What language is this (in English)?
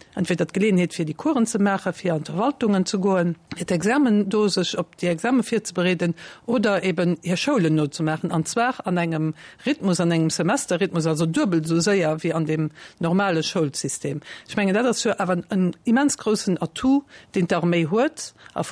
Luxembourgish